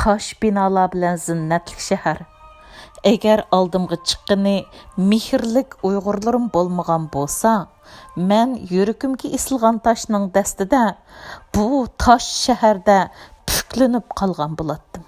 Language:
Uyghur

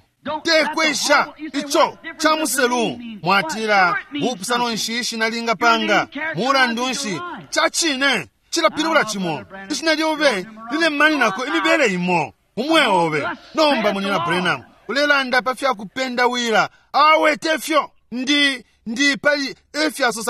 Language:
Bemba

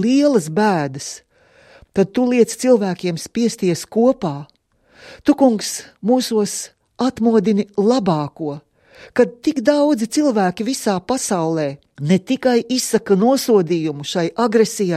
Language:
Latvian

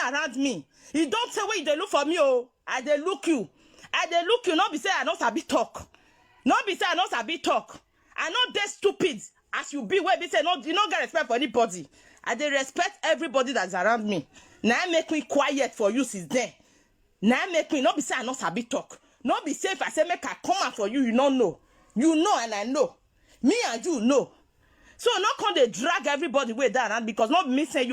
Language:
Nigerian Pidgin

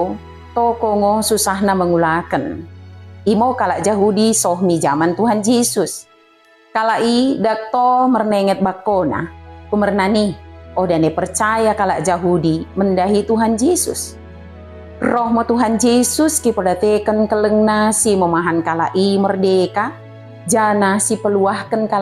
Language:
Batak Dairi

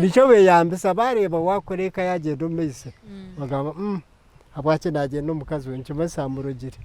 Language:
Nyankole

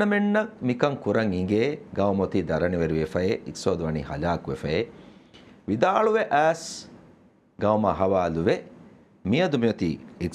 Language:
Divehi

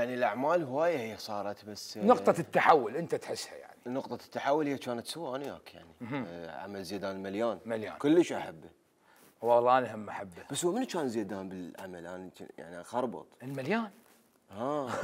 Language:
Mesopotamian Arabic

